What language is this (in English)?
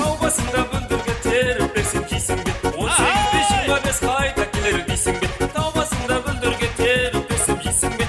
Kara-Kalpak